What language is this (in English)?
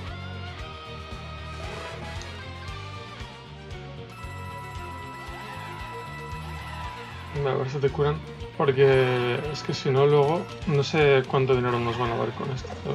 Spanish